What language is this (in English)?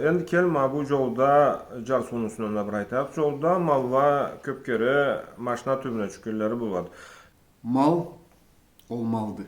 Karachay-Balkar